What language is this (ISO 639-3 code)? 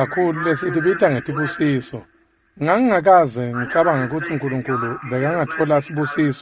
ssw